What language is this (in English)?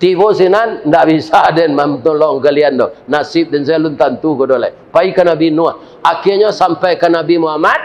Minangkabau